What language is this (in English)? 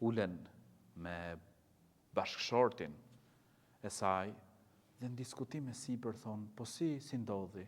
Albanian